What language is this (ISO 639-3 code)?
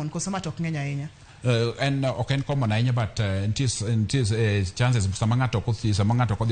luo